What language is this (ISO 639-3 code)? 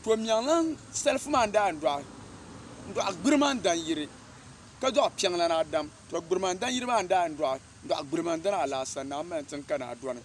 dag